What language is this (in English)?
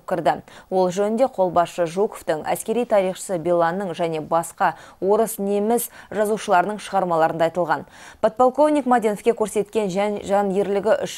Kazakh